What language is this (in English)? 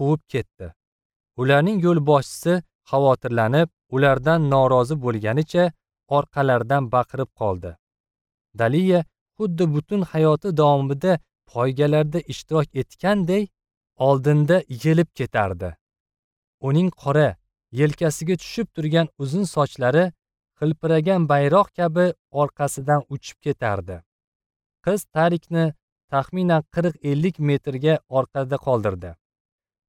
Uzbek